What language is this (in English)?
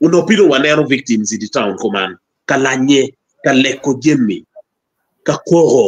Acoli